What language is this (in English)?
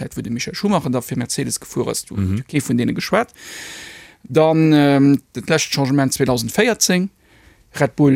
Luxembourgish